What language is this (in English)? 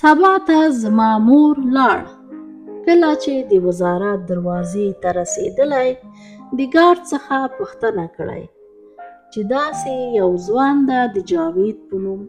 Pashto